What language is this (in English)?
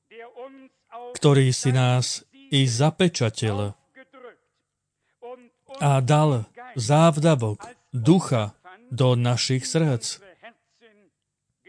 Slovak